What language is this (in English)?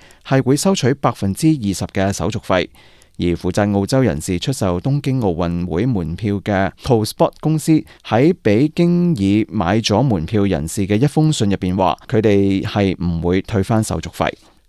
Cantonese